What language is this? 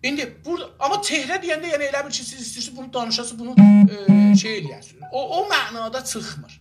South Azerbaijani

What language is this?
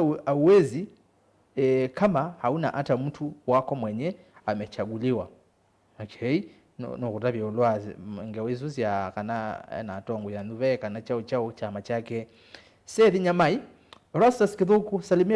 Kamba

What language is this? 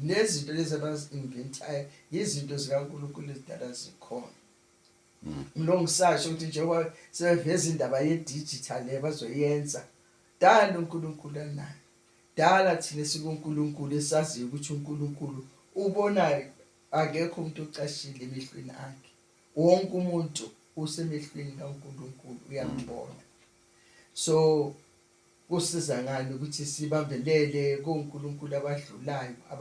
Zulu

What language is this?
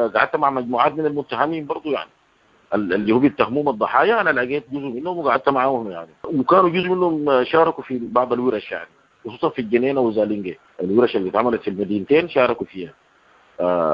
Sudanese Arabic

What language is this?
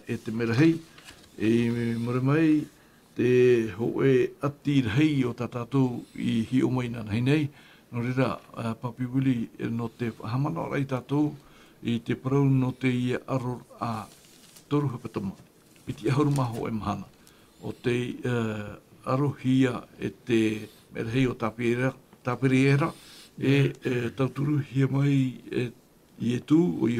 Tahitian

